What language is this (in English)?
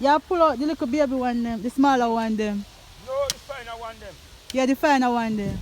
Jamaican Creole English